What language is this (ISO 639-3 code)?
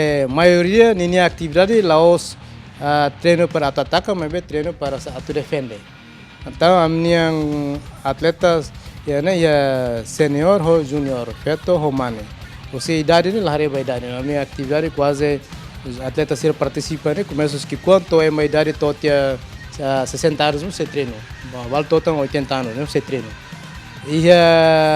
tet